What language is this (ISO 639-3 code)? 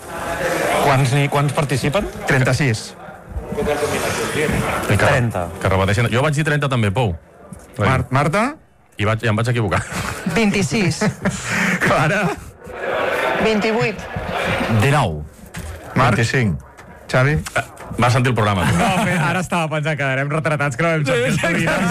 cat